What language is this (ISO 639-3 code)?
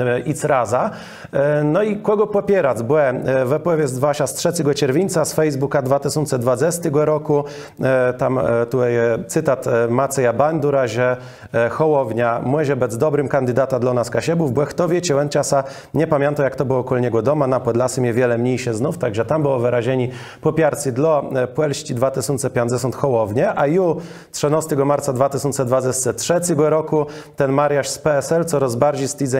csb